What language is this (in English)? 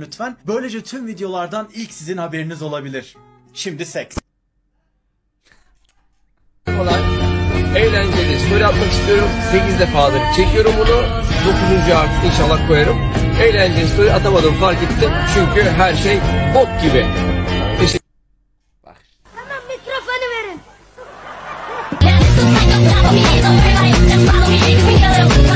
Turkish